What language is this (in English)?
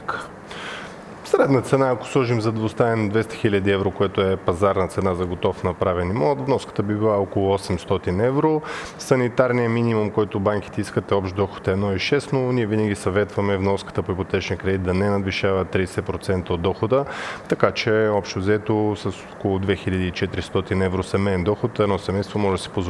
Bulgarian